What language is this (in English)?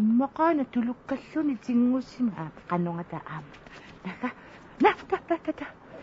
Kalaallisut